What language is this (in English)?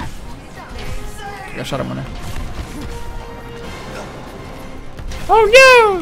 Romanian